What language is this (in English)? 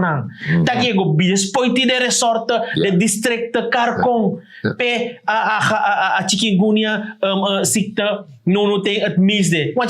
Sranan Tongo